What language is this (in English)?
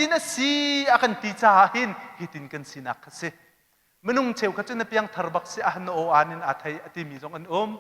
Hakha Chin